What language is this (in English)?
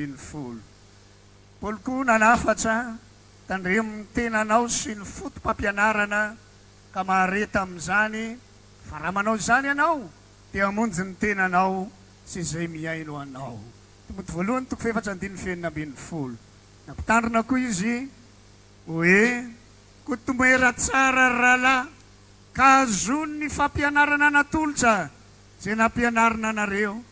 Malagasy